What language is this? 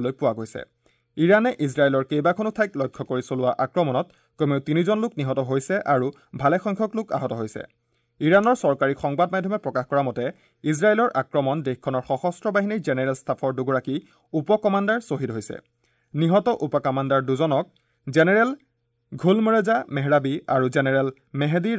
Assamese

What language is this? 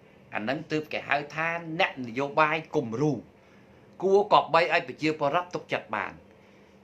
Khmer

